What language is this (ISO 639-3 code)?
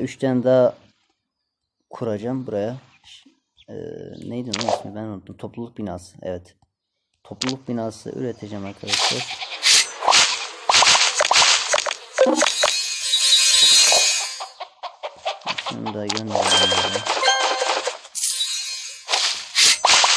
tur